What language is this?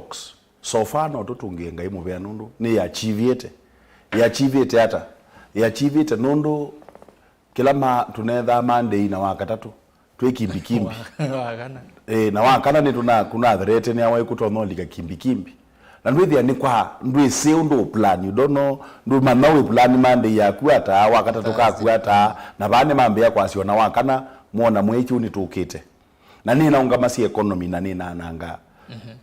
Kamba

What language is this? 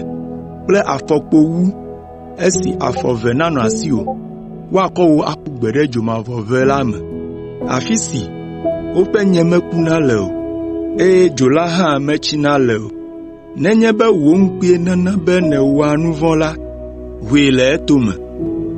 Ewe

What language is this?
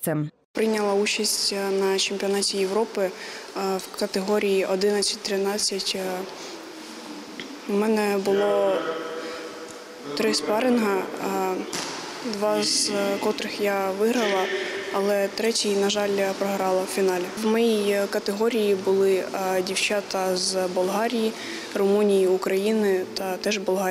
Ukrainian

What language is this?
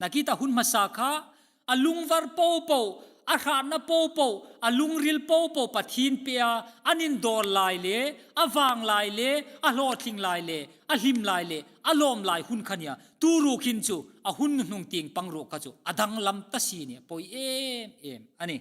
Hmar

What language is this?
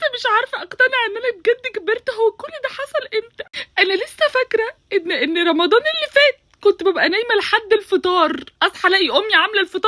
Egyptian Arabic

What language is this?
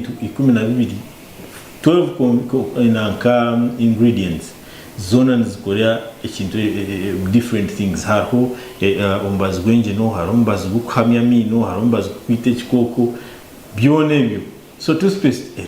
Nyankole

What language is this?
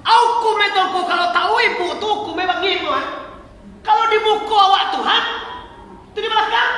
Minangkabau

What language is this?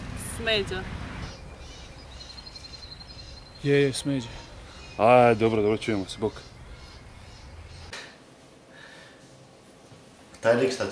Croatian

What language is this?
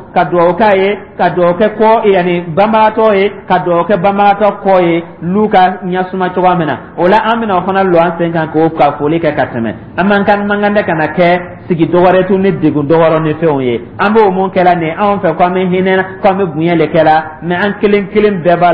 Dyula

